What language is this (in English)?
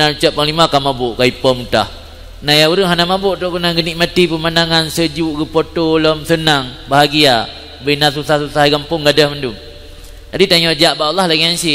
Achinese